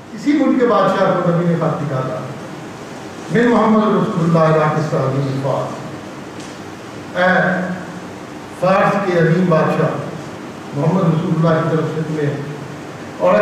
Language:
Urdu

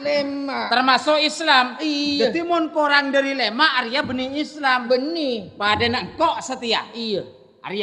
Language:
Madurese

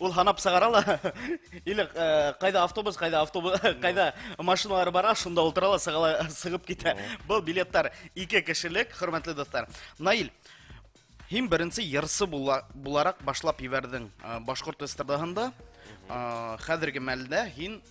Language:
Bashkir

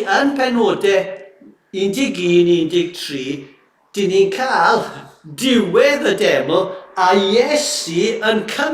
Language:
Welsh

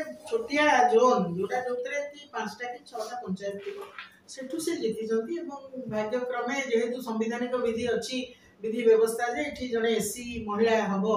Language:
Odia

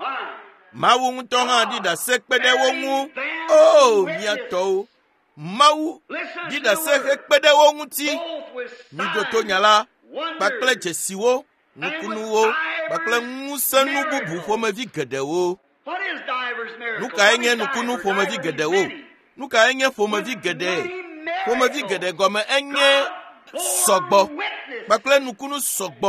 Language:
Ewe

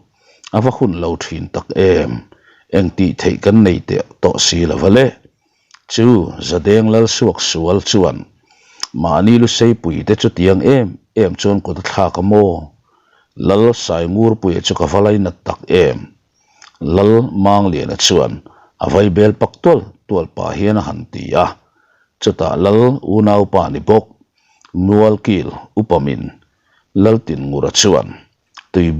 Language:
Mizo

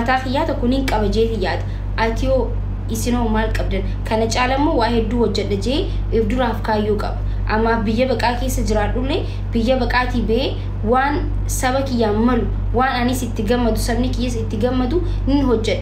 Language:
Oromo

